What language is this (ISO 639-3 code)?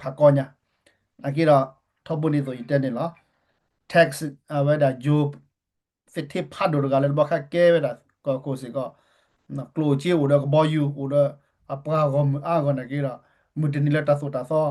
ksw